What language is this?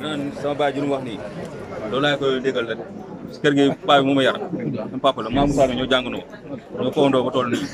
Wolof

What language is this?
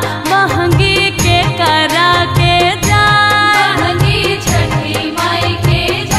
Bhojpuri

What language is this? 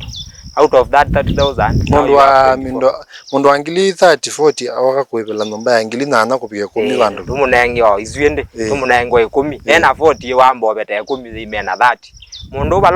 Kamba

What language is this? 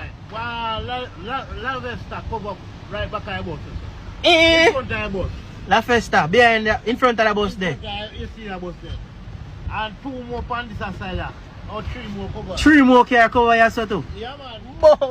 Jamaican Creole English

